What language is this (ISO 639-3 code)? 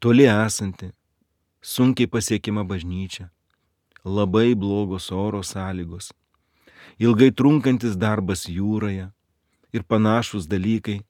lit